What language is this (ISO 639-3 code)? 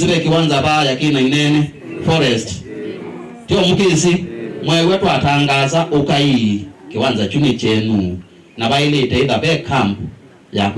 kam